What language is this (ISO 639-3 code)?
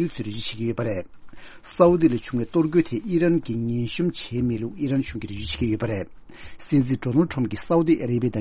bod